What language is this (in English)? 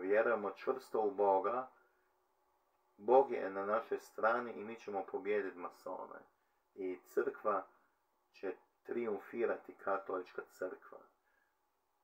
Croatian